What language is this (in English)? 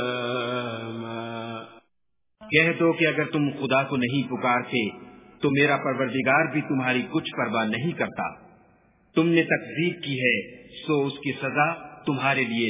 Urdu